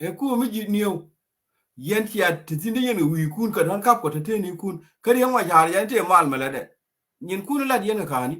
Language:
Nuer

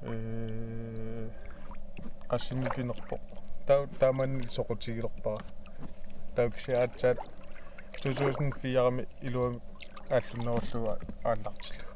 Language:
Kalaallisut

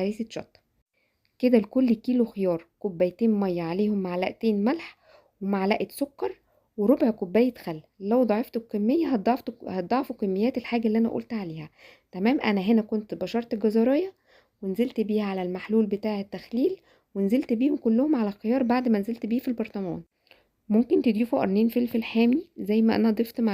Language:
Egyptian Arabic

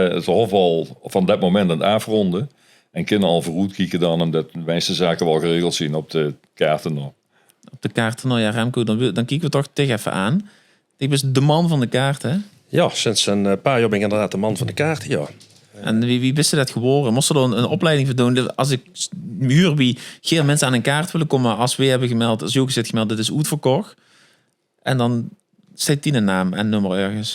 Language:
Limburgish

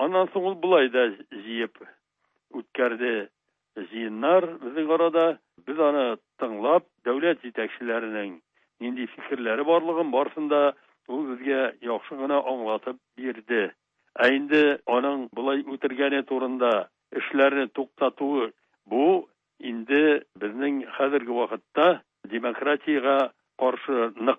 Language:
Tatar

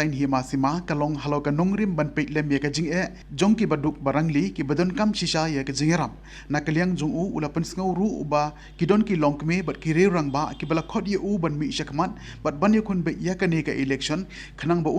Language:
Khasi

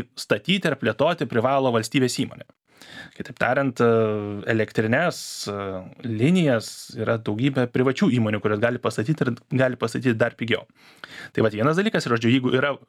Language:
Lithuanian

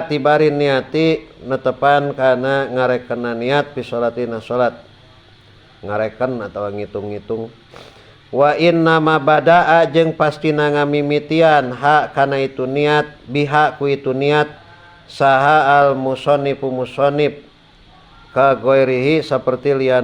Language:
Sundanese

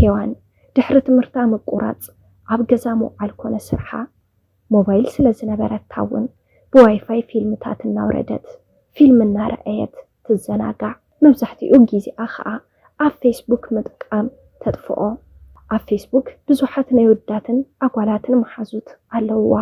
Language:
Tigrinya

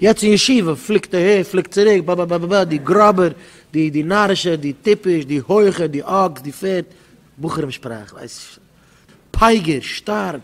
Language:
Yiddish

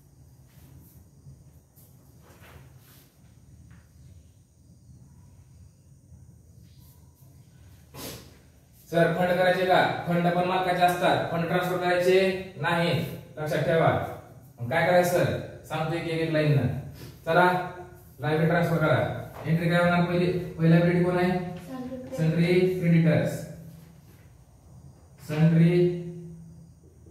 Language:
Marathi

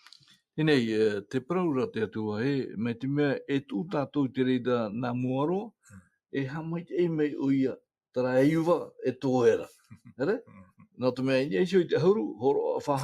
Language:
Tahitian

